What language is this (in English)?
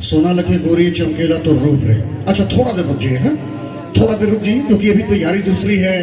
Sadri